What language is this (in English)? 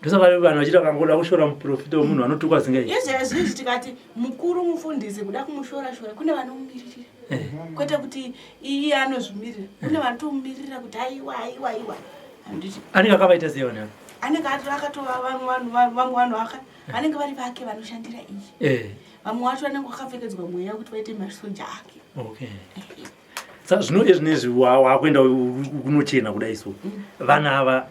Shona